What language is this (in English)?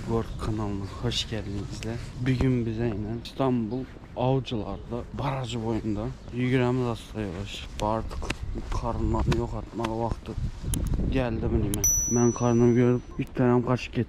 Turkmen